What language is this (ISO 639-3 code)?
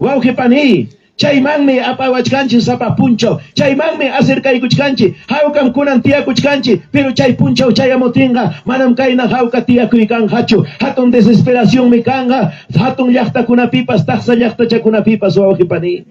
quy